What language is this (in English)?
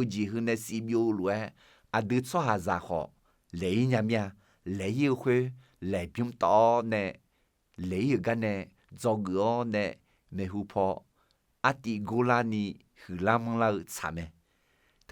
Akha